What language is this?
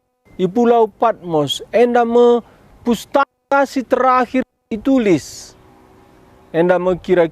Batak Karo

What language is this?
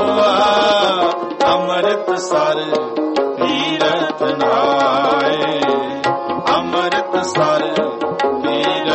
Punjabi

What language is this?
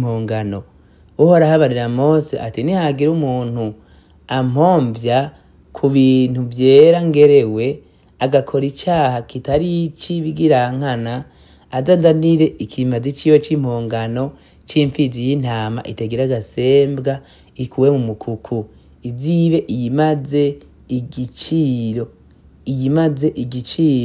Rundi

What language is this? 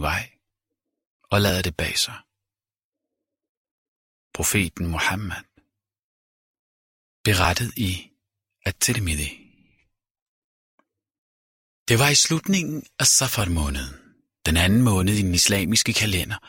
Danish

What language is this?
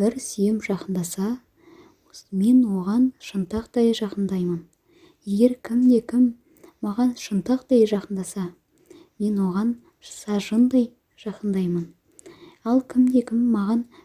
Kazakh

